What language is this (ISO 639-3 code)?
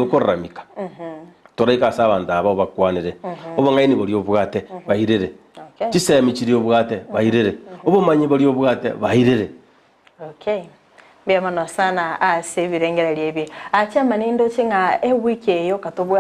guz